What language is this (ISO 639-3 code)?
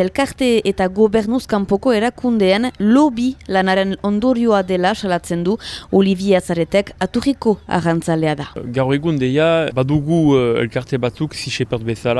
eus